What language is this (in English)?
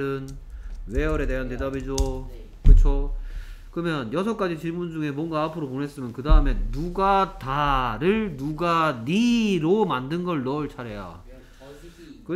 Korean